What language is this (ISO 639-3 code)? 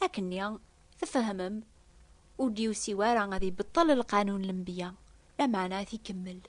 kab